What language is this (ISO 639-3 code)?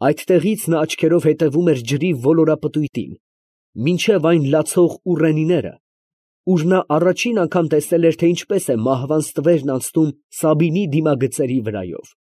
hye